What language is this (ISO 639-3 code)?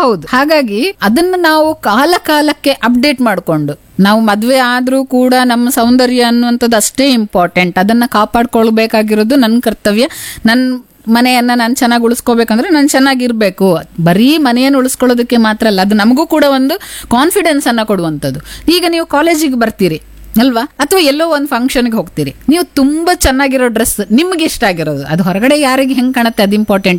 kan